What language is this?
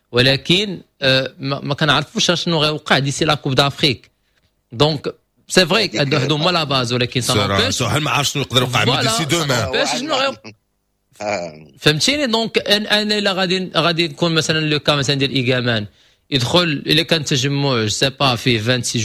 Moroccan Arabic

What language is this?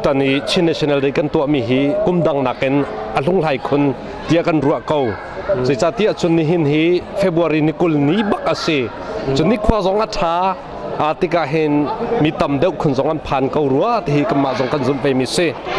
Hakha Chin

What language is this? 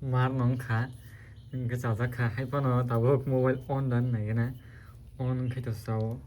Kok Borok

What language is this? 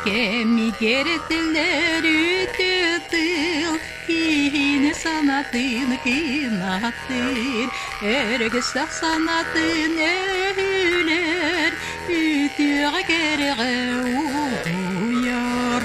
Yakut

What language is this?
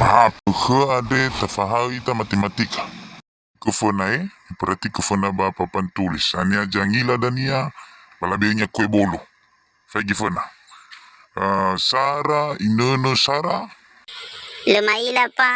Nias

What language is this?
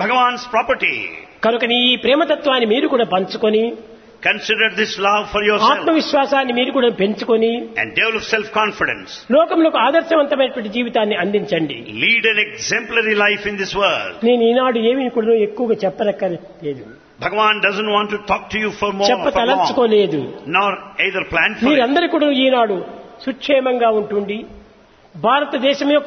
Telugu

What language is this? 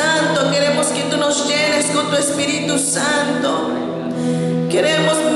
Spanish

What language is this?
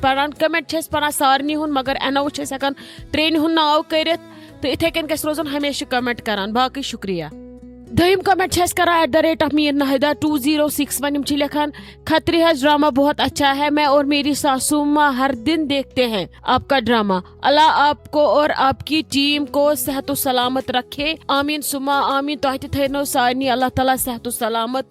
Kashmiri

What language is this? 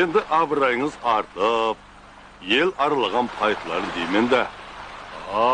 Kara-Kalpak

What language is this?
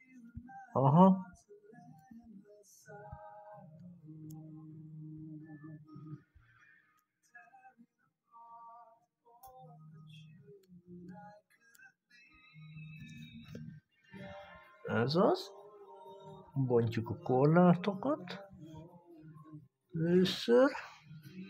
Hungarian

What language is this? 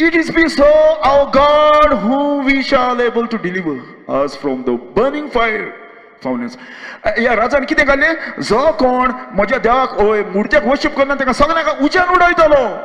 Konkani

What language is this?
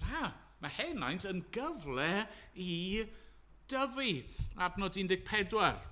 Welsh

